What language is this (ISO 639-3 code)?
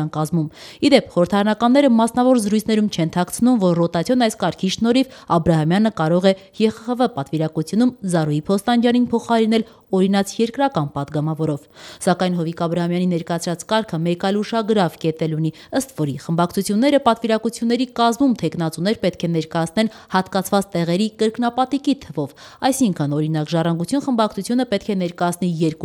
hye